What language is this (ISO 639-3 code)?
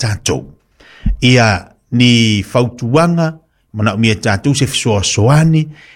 smo